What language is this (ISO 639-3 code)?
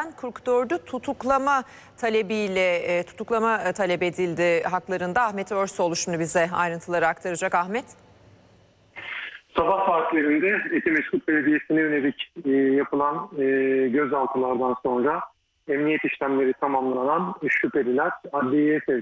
tur